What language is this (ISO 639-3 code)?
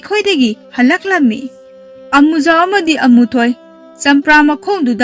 mni